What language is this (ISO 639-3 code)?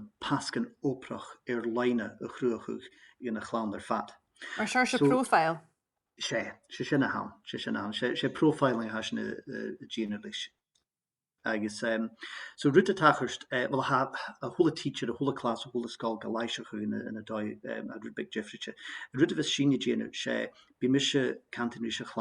gla